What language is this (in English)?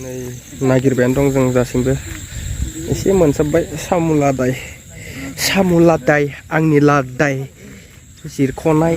Bodo